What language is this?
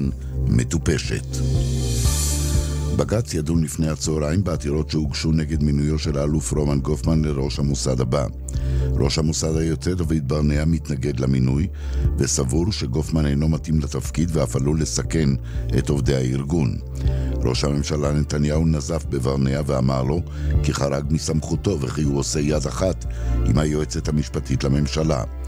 Hebrew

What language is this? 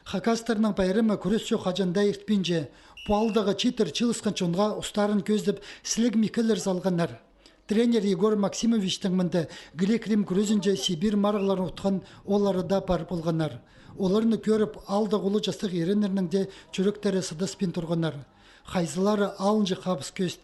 Khakas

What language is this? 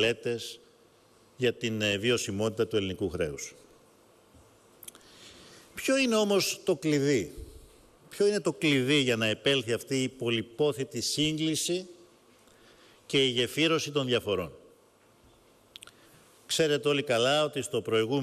Greek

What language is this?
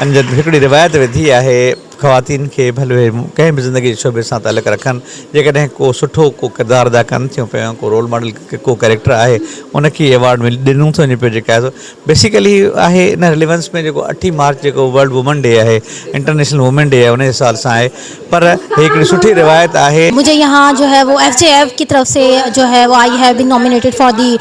Sindhi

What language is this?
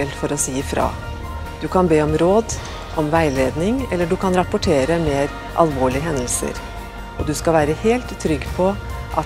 Norwegian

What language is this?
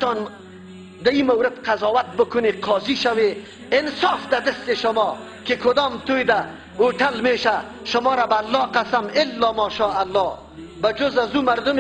Persian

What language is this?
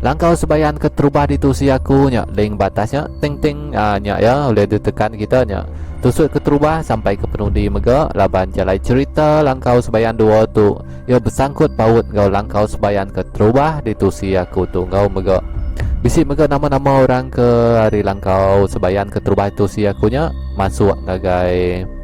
Iban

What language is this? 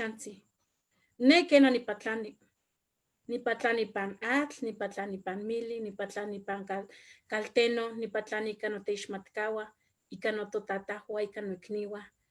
Eastern Huasteca Nahuatl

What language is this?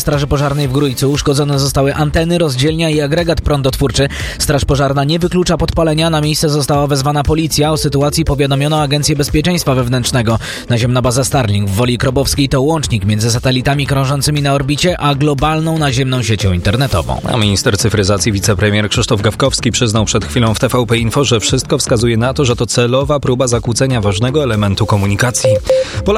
Polish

